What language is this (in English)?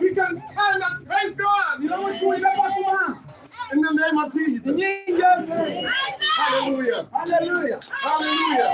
Lango (Uganda)